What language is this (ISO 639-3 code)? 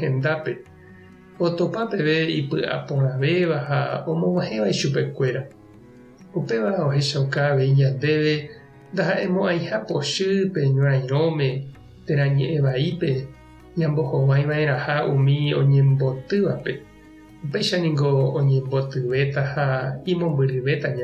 grn